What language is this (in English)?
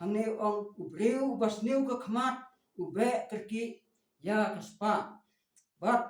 Khasi